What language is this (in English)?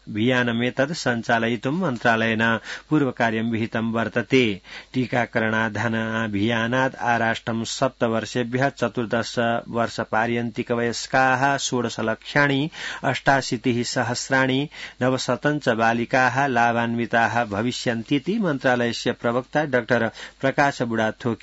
Sanskrit